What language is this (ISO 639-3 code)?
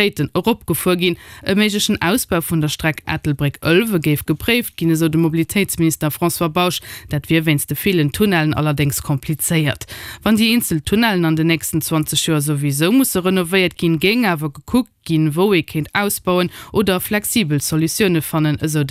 ltz